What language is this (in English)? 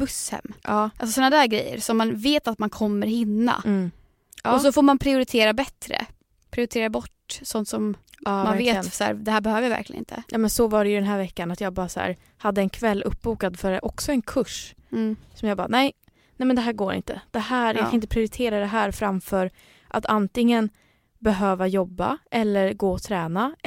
Swedish